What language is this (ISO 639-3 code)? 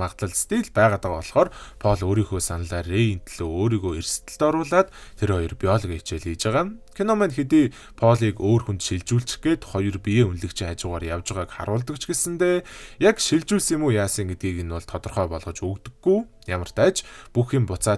mon